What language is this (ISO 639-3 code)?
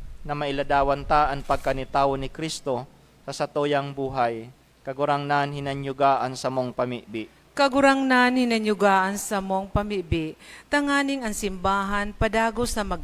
bik